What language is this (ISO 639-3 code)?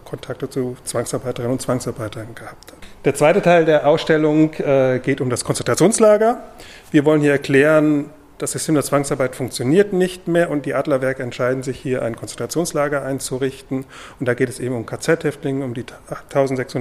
deu